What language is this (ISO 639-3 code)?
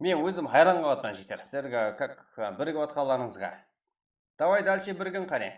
kaa